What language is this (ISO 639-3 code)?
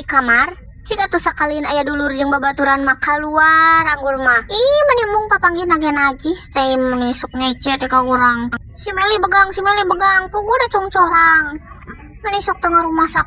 sun